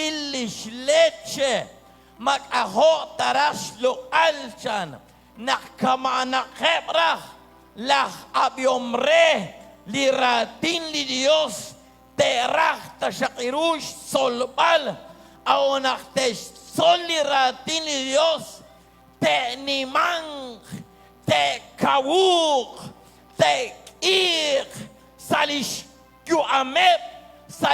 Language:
Kekchí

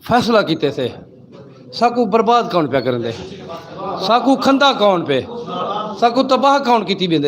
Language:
Saraiki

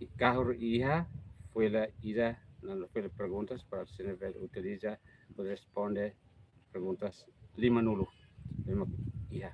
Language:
Tetum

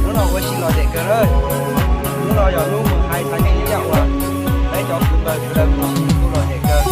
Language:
Hmong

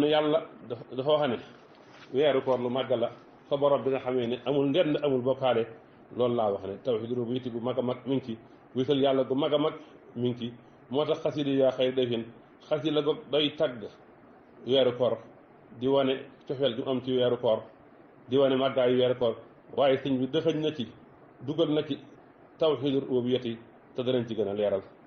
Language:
Wolof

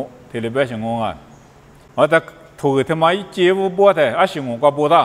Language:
Lisu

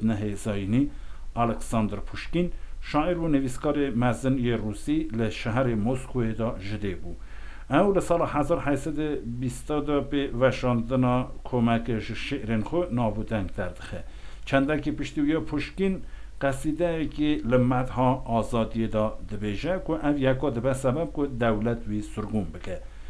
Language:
Kurdish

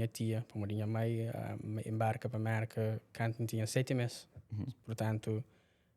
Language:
Kabuverdianu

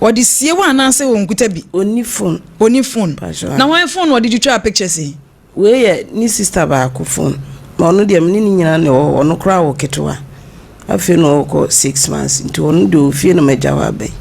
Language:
Akan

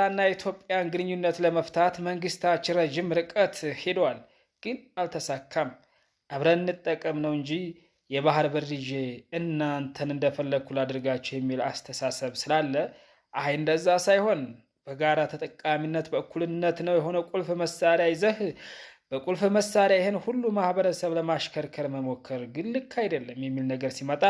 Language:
Amharic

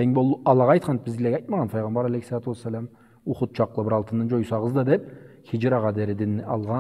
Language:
Karachay-Balkar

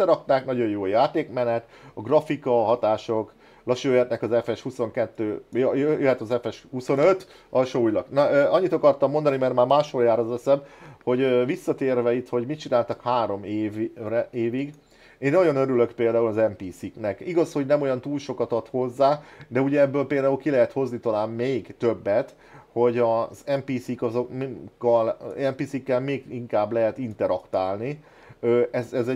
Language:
Hungarian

